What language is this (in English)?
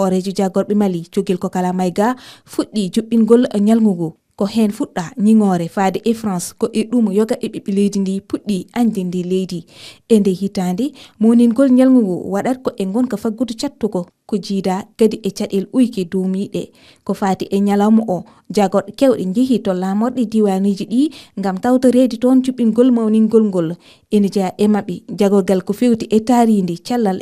Fula